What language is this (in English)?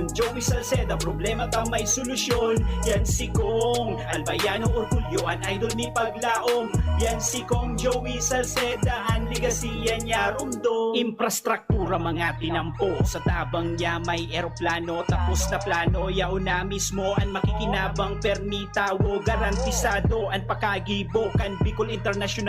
Bikol